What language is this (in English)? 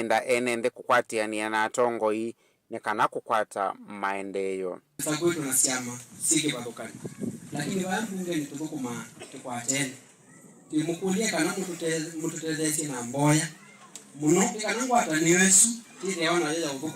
Kamba